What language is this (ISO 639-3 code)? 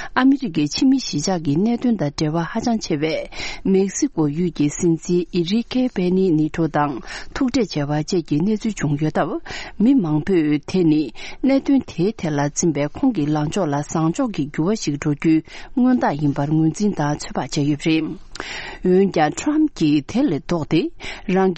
bod